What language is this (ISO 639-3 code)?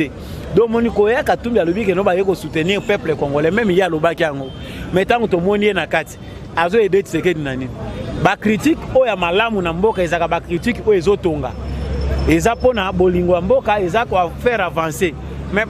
lin